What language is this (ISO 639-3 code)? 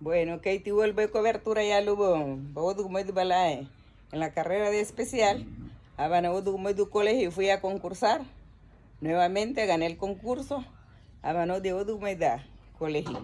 cab